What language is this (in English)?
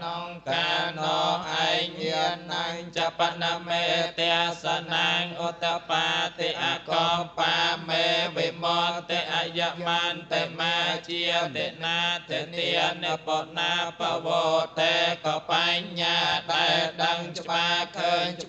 Khmer